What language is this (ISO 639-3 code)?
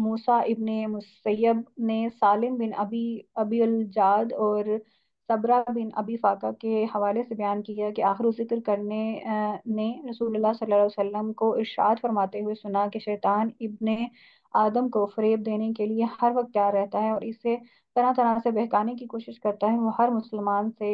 urd